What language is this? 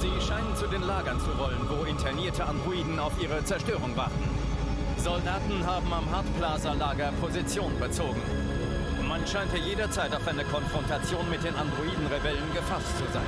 Bavarian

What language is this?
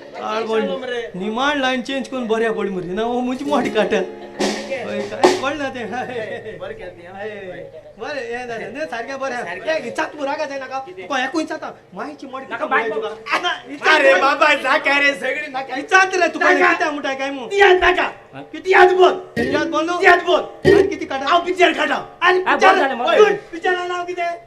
Konkani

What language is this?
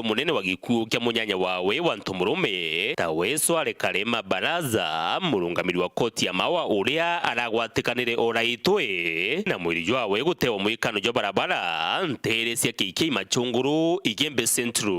Meru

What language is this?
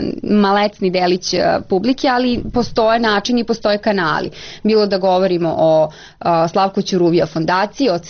Serbian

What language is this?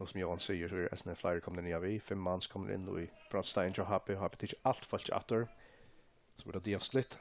Faroese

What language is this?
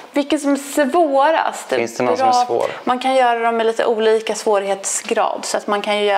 Swedish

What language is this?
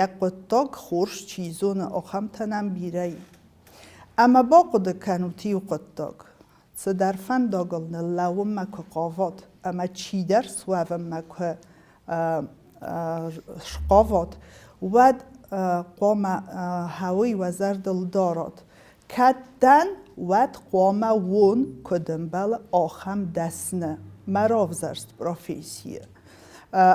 Ossetic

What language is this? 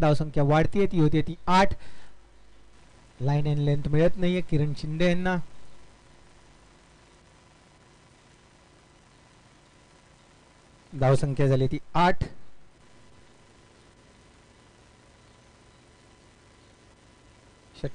Marathi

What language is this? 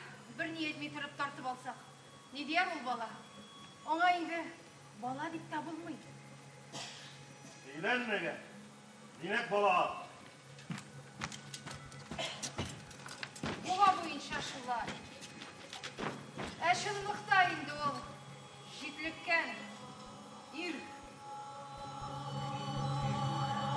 Tatar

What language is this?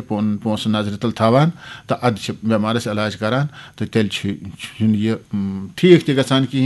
Kashmiri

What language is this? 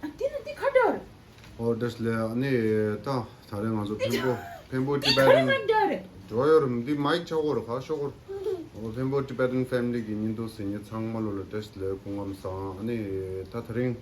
Tibetan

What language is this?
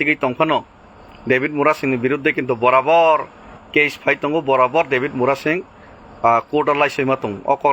Kok Borok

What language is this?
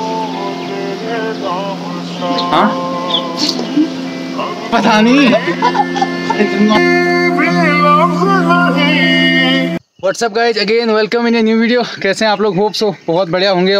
Hindi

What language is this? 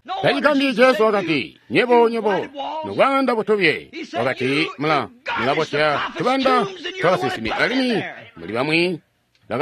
Tonga (Zambia)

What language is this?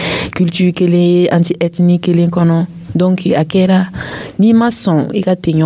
Dyula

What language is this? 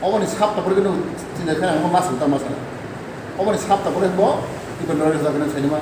Kok Borok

